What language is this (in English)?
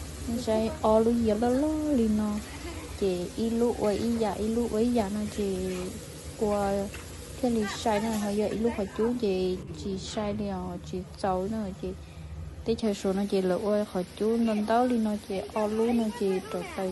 Hmong